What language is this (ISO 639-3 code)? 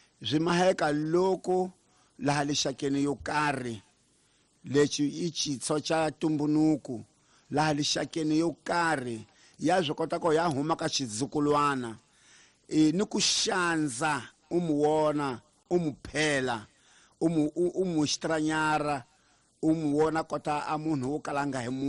tso